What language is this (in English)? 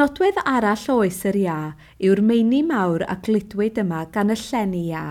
Welsh